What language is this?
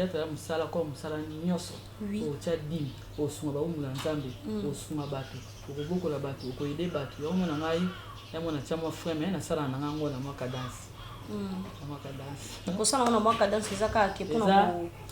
Lingala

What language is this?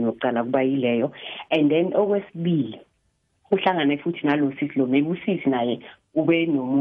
South Ndebele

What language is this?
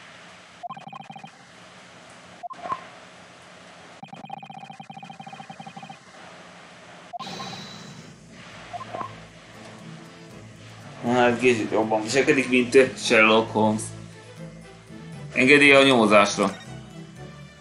Hungarian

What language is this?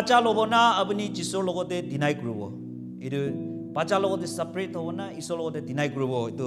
Naga Pidgin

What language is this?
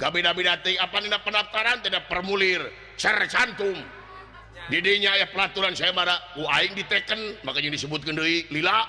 Sundanese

